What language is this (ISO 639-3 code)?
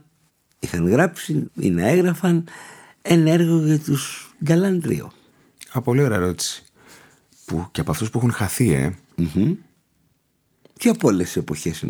ell